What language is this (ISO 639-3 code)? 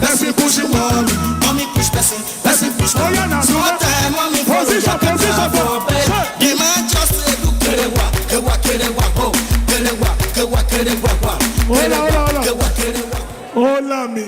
pcm